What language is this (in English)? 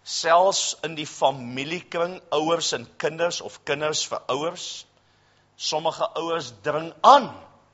Afrikaans